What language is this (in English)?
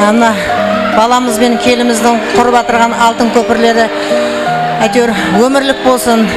Kara-Kalpak